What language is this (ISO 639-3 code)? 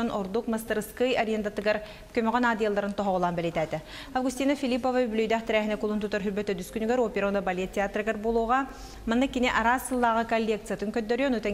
sah